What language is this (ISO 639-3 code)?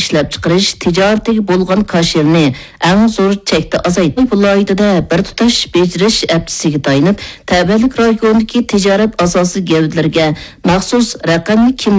uig